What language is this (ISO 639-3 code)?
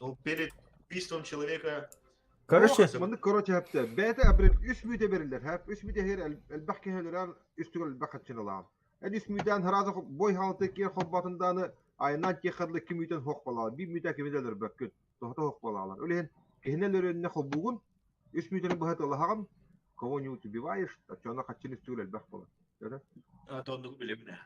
sah